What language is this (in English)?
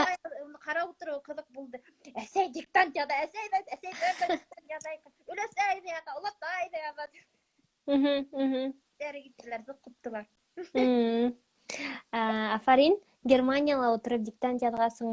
Bashkir